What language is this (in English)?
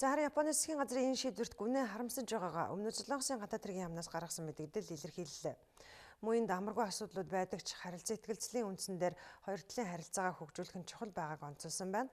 Mongolian